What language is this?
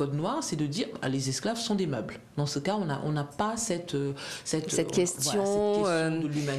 French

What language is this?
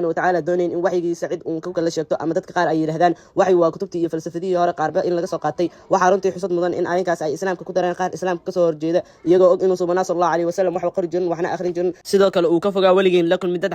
Somali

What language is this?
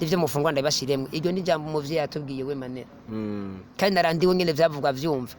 Rundi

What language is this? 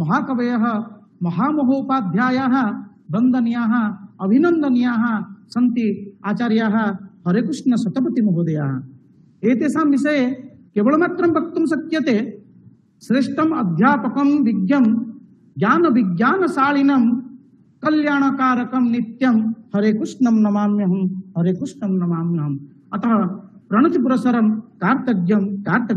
Sanskrit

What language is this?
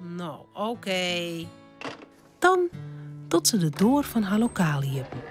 Western Frisian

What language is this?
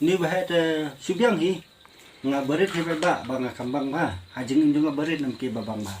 Khasi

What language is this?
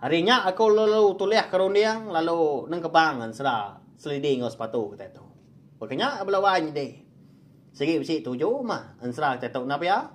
Iban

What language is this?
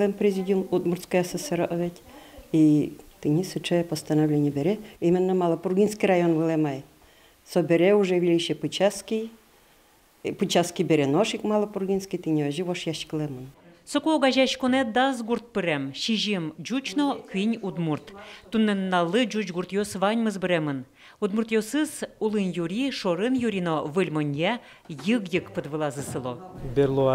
Udmurt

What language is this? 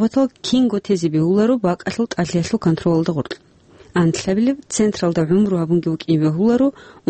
Avaric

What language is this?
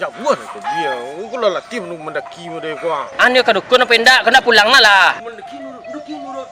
Minangkabau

